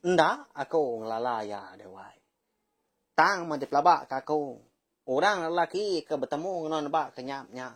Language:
Iban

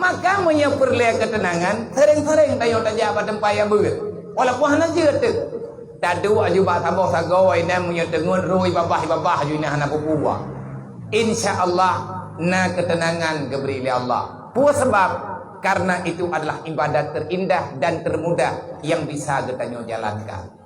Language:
Achinese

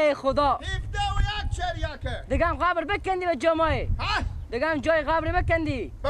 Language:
Persian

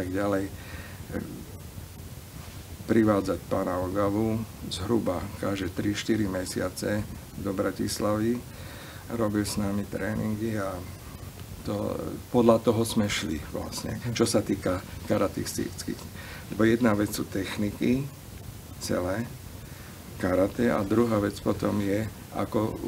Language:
Slovak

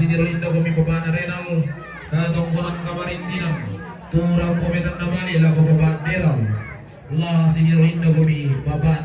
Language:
Toraja-Sa'dan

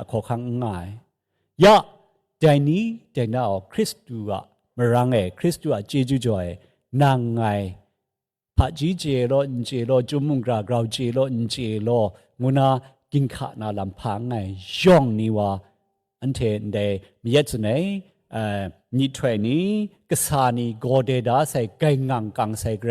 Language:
Kachin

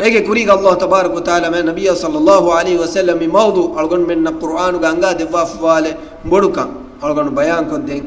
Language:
Divehi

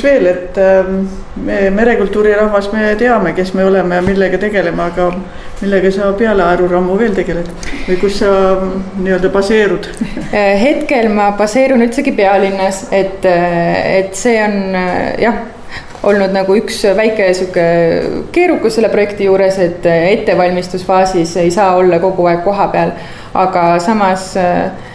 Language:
Estonian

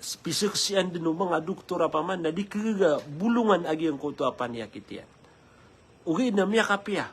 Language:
Maranao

